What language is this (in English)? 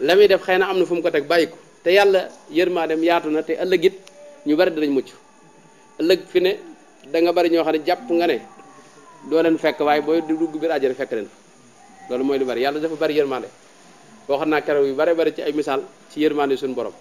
Wolof